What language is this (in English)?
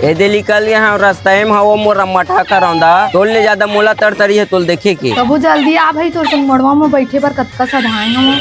Chhattisgarhi